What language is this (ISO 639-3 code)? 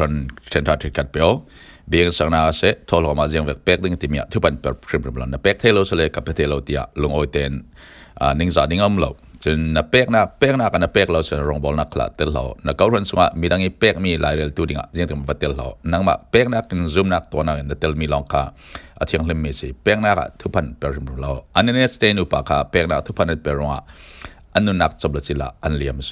cfm